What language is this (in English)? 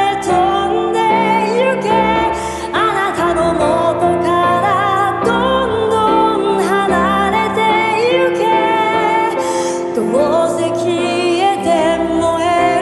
Japanese